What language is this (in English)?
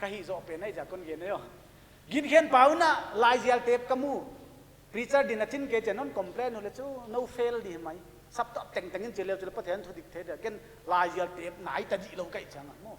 Paite Chin